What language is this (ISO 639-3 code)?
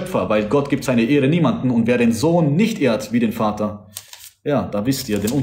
deu